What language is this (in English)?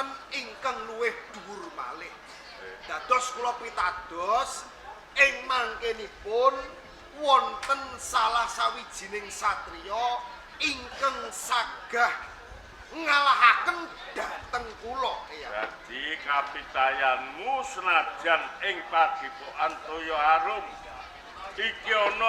Javanese